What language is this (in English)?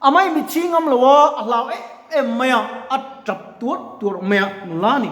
Mizo